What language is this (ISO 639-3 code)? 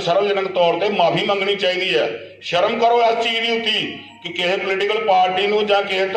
pan